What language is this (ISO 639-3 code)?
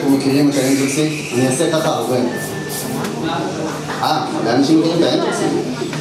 heb